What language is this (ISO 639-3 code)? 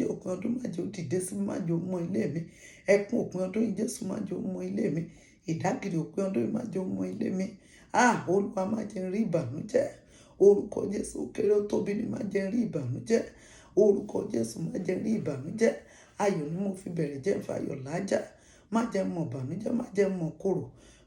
yor